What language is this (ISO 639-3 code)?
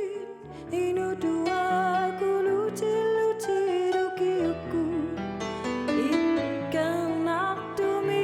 kal